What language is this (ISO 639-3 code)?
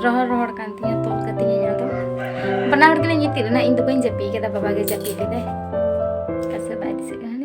sat